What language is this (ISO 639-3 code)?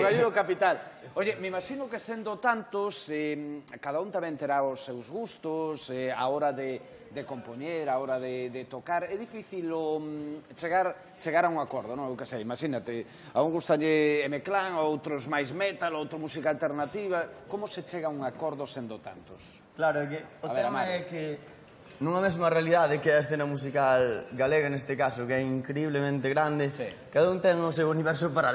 glg